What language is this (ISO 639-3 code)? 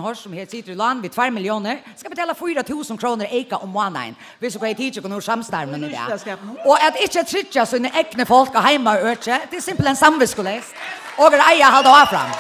fao